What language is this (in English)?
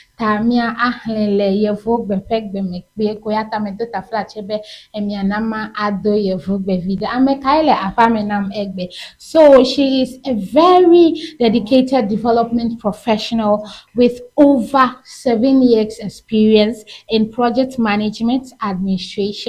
Ewe